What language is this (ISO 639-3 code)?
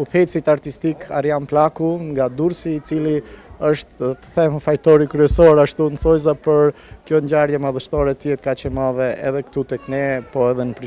sqi